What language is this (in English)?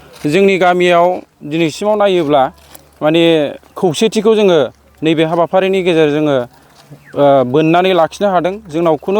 Bodo